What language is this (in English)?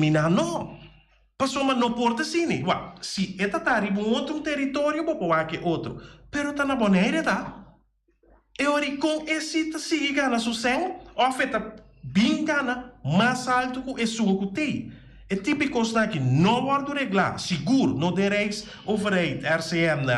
Papiamento